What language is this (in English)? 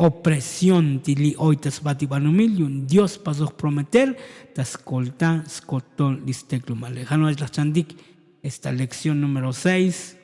Tzotzil